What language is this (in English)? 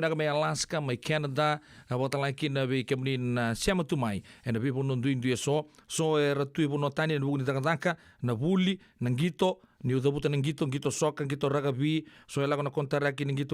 Fijian